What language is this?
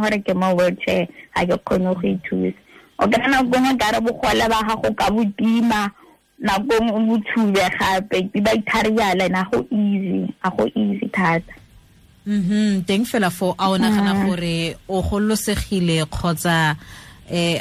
Tswana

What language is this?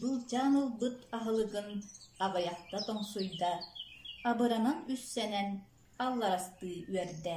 Yakut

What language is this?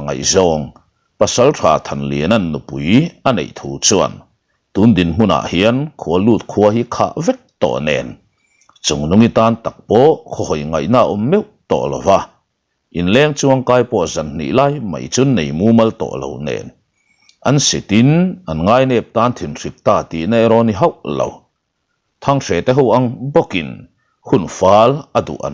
Mizo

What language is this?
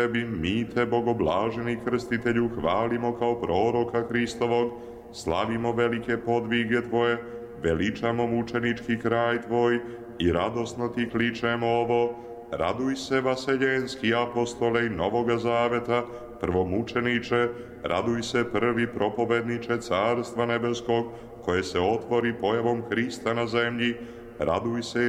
Serbian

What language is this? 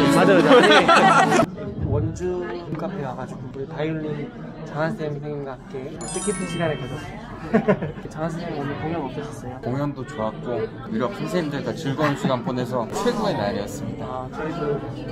Korean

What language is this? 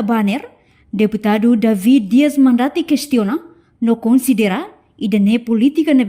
Tetum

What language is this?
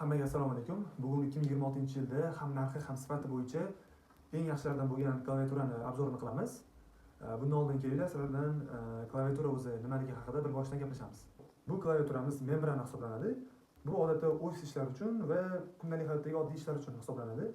Uzbek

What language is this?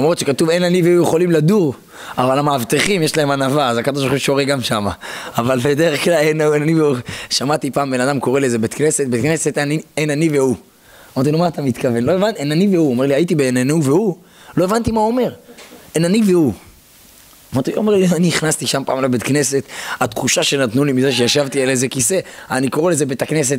Hebrew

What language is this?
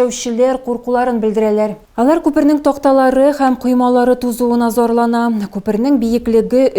Tatar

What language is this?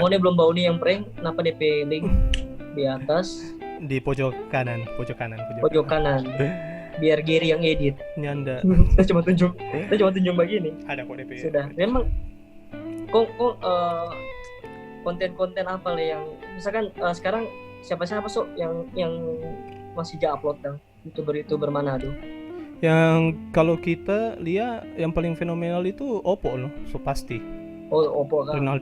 Manado Malay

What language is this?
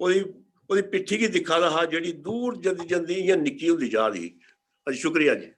Dogri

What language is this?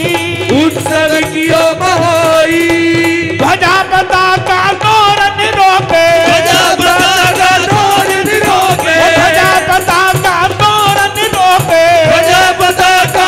Hindi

